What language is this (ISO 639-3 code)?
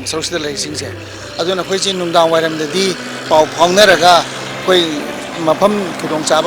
mni